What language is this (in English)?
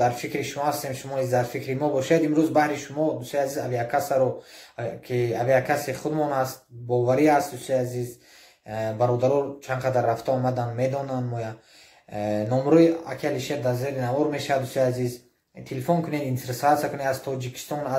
Tajik